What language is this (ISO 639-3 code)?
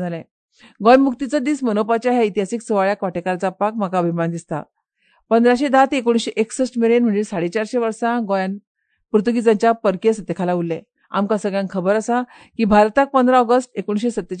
kok